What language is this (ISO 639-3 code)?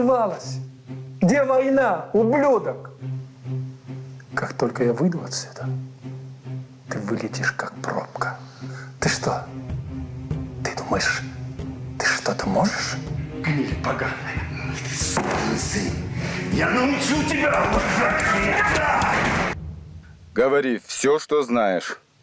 rus